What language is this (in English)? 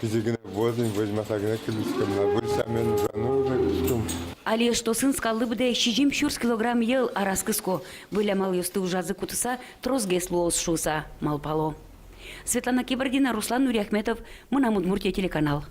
Udmurt